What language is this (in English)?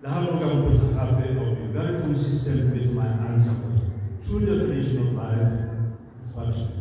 Tswana